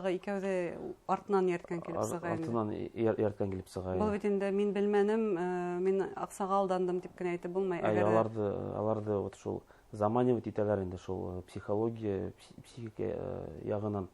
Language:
Bashkir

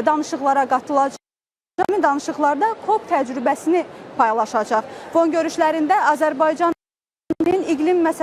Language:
Azerbaijani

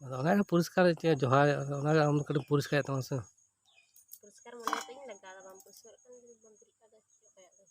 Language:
Santali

